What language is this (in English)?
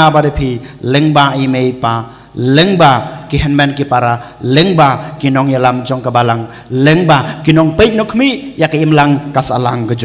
Khasi